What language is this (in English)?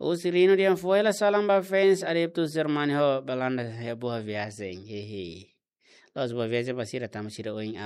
Tetum